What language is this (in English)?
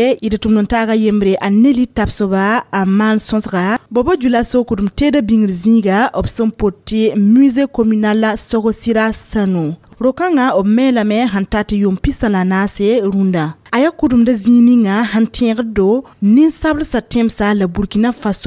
Mossi